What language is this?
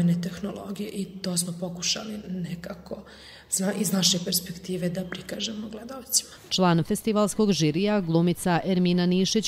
Bosnian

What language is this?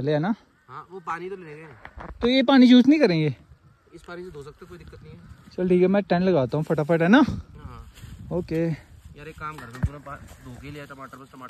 Hindi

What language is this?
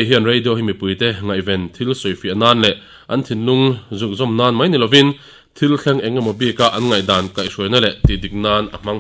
Mizo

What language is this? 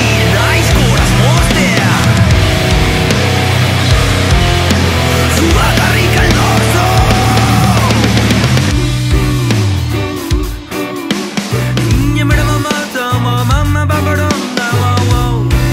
Basque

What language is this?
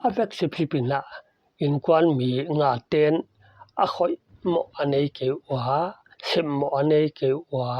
Paite Chin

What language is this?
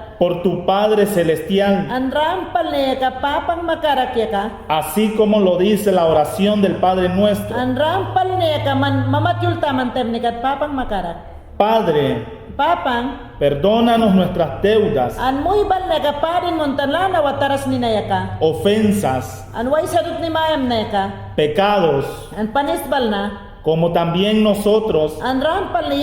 Mayangna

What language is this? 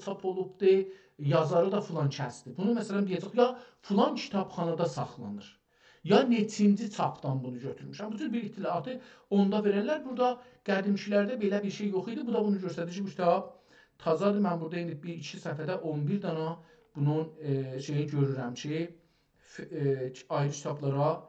South Azerbaijani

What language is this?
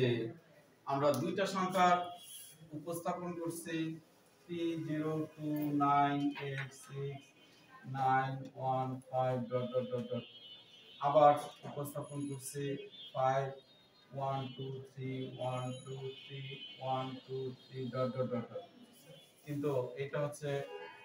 Bangla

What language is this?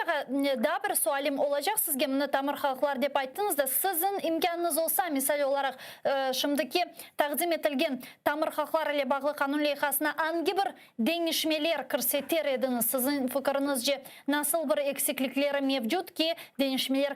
Crimean Tatar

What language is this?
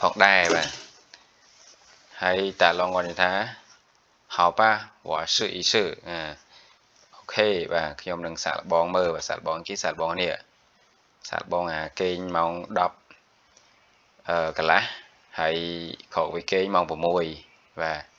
Khmer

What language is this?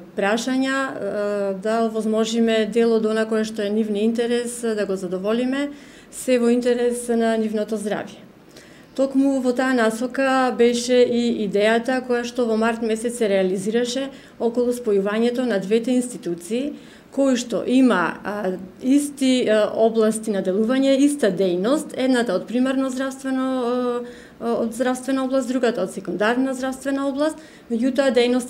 Macedonian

